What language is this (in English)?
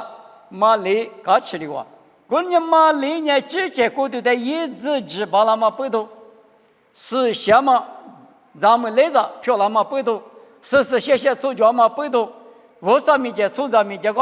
Lisu